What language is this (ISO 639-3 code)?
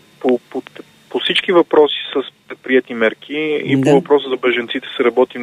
bul